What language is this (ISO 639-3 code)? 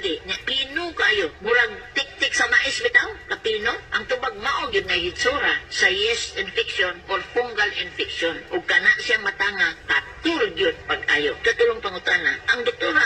ceb